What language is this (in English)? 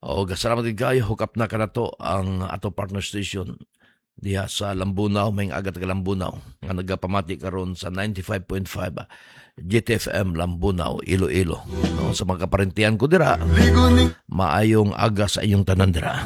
Cebuano